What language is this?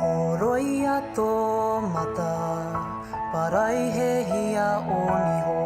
Māori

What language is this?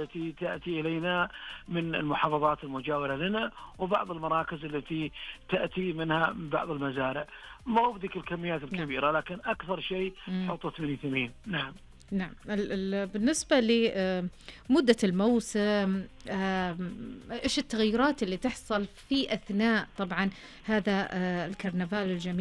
Najdi Arabic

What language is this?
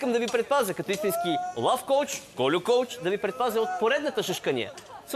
Bulgarian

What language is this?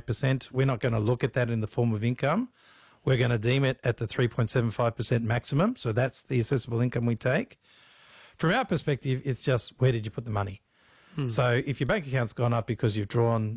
English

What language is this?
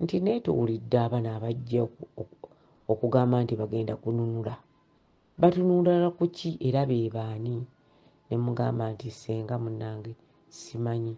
Ganda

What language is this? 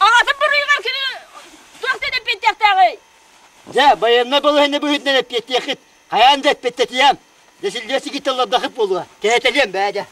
Yakut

